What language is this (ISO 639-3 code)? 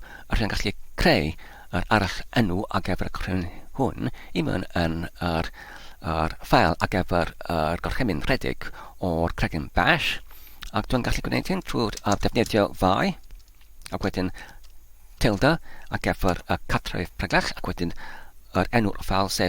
cym